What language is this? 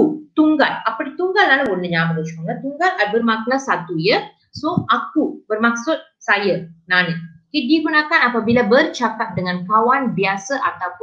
Malay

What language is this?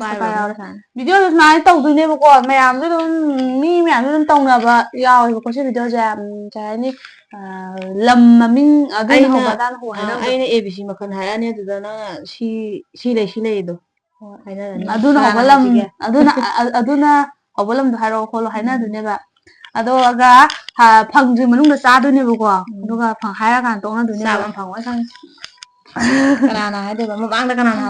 Manipuri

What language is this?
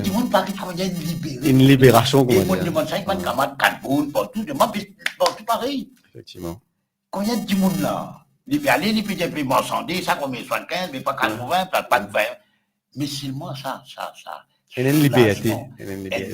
Morisyen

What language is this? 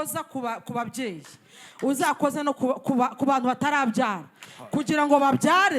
Kinyarwanda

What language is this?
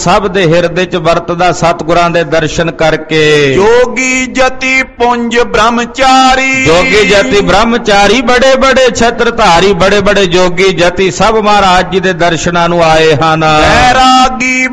Punjabi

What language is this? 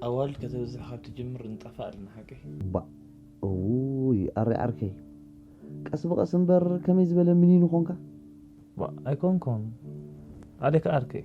Tigrinya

